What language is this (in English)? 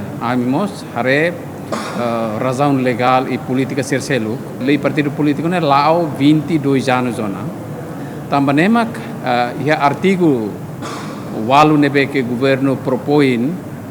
Tetum